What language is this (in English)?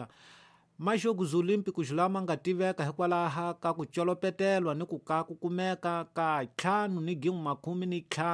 Tsonga